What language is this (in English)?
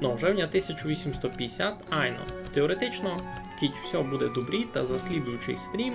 Rusyn